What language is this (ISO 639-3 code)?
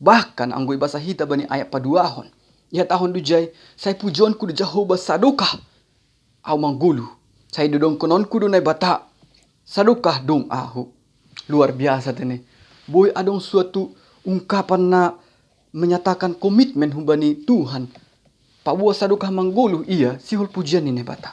bts